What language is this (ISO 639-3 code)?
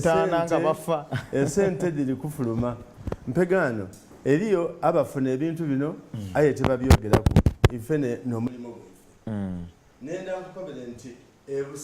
xog